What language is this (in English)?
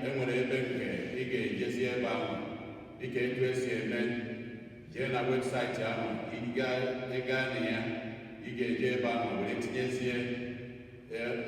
Igbo